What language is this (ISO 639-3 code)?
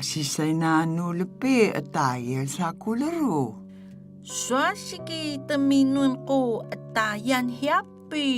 tay